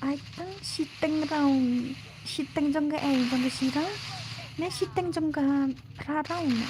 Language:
Khasi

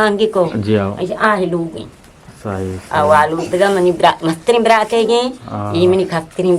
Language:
Eastern Balochi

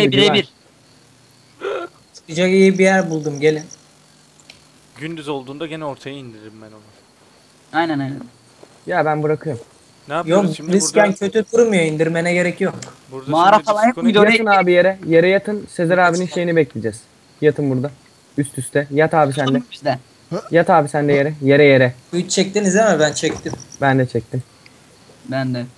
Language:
Turkish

